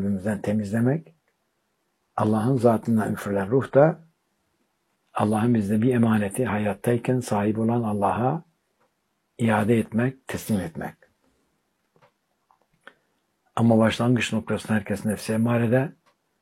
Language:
Turkish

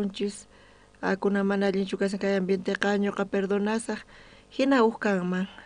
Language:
South Bolivian Quechua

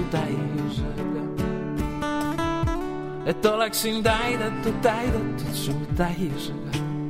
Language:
Estonian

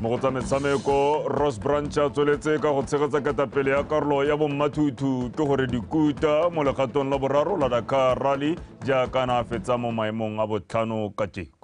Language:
Tswana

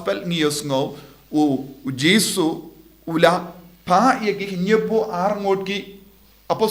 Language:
Khasi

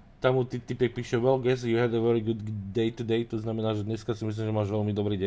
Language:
Slovak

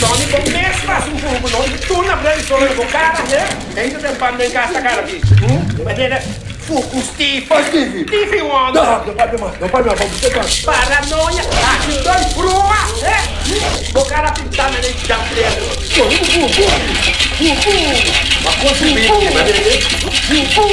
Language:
Papiamento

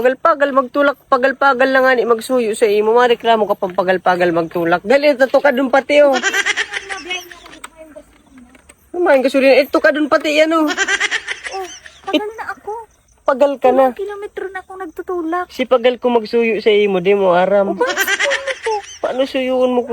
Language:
Bikol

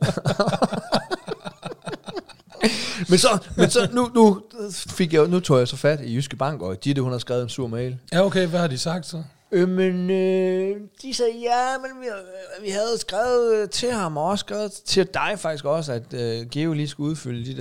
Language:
Danish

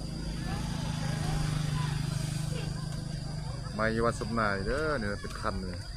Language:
Lao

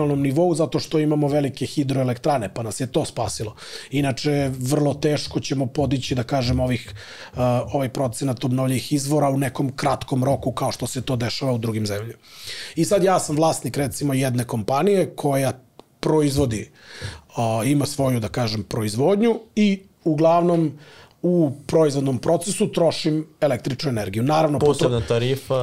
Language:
Serbian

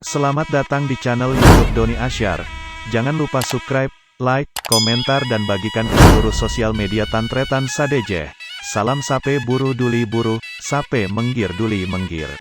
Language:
Madurese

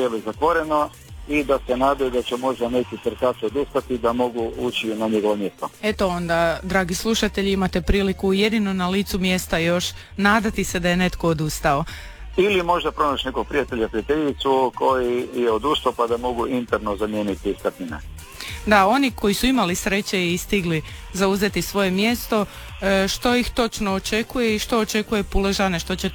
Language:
Croatian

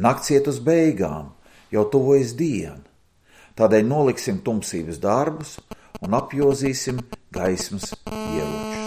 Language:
Latvian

